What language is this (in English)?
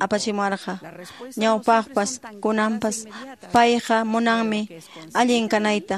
Quechua